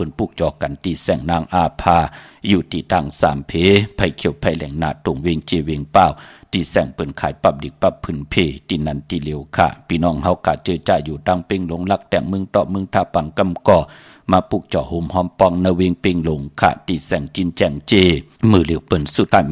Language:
Shan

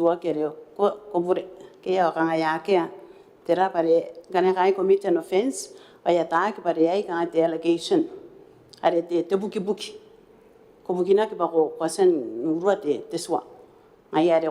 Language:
Gilbertese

